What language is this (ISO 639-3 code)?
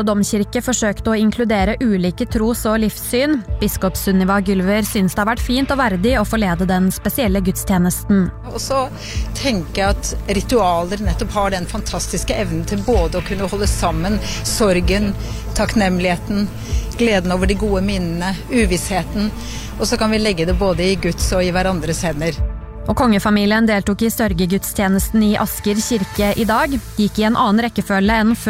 nor